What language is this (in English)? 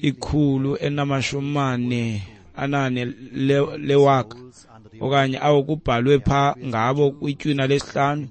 Xhosa